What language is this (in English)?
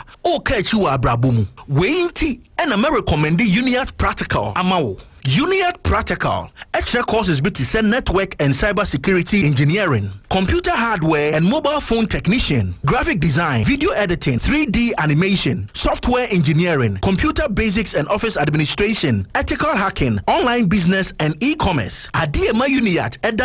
Akan